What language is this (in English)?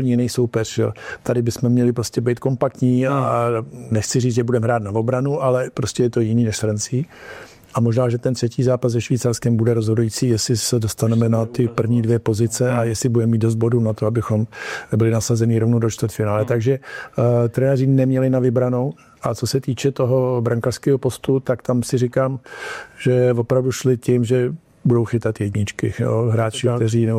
Czech